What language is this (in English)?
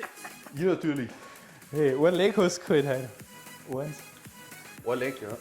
Bavarian